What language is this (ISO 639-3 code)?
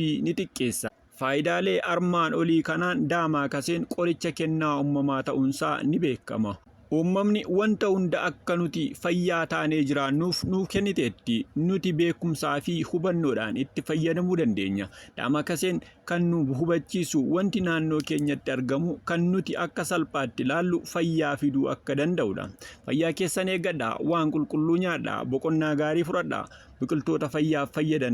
orm